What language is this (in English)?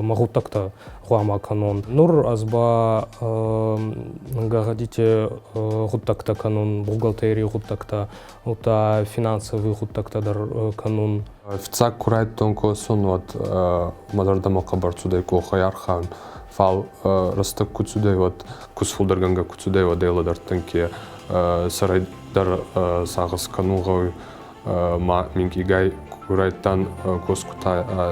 Ossetic